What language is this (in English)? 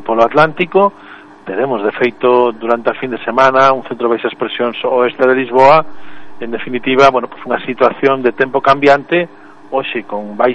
Galician